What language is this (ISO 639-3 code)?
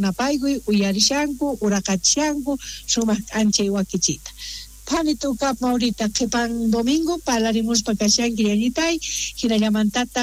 quh